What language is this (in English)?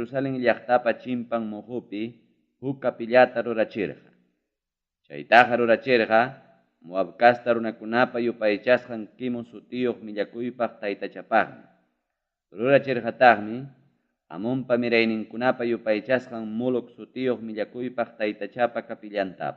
Ayacucho Quechua